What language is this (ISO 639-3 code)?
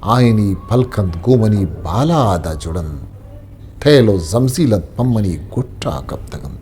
bgp